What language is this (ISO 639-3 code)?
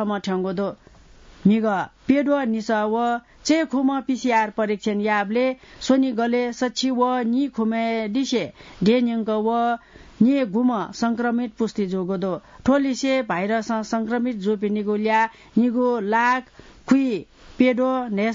new